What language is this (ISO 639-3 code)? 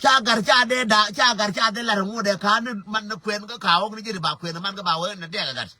nus